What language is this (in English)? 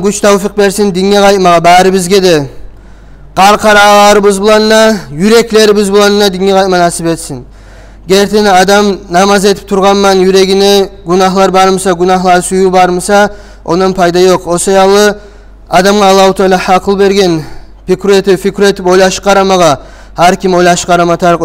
Kumyk